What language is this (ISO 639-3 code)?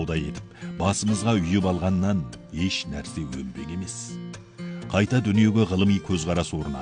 kaz